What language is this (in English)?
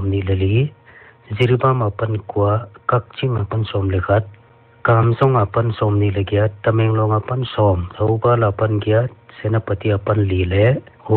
Paite Chin